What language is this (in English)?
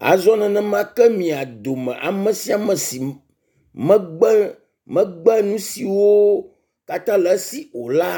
Ewe